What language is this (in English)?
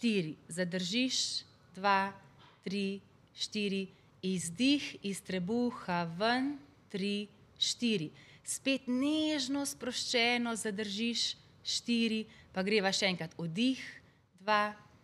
Slovenian